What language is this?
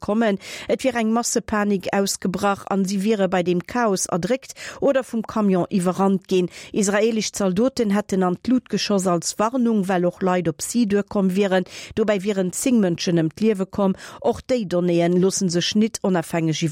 Luxembourgish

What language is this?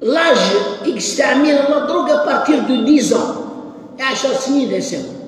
Kabyle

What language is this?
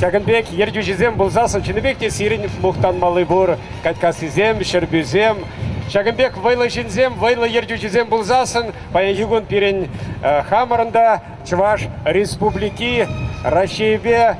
Chuvash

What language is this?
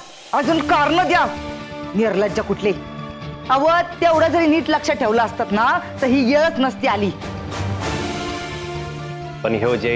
Marathi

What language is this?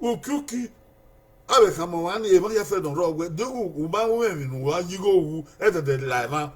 Bini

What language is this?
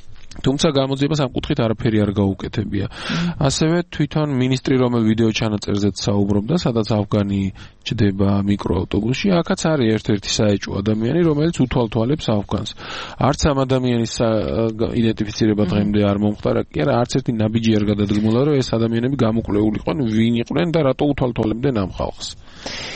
Georgian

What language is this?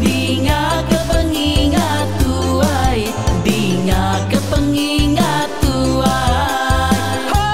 Iban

